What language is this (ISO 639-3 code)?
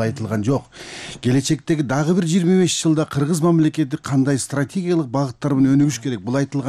kir